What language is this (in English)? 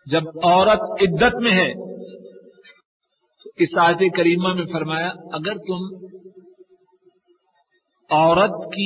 Urdu